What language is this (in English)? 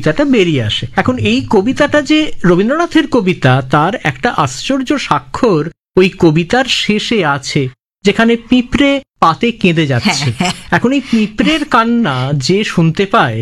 Bangla